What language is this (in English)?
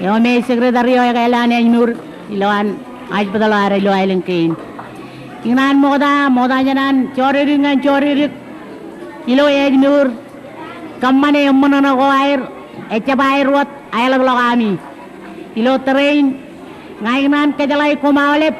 Marshallese